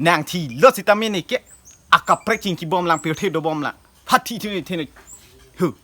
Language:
Karbi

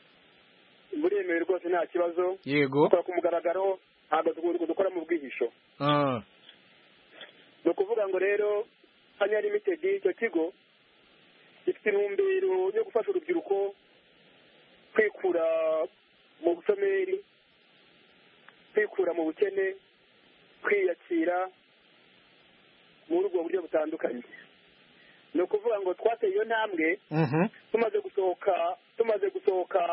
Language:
Kinyarwanda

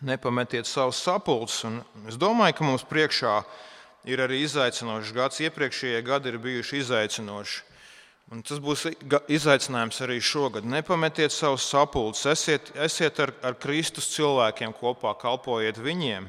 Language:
Latvian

